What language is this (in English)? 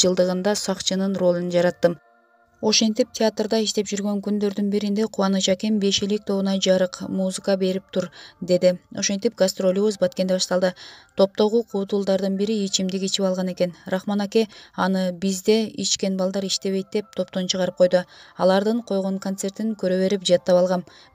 Kyrgyz